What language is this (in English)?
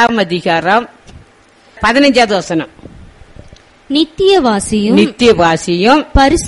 Tamil